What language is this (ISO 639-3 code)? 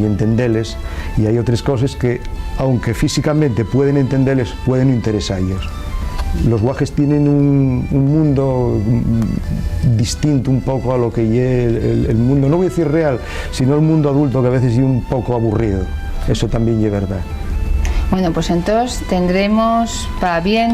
ast